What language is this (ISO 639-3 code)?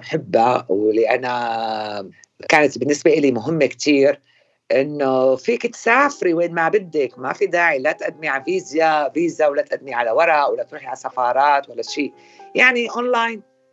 apc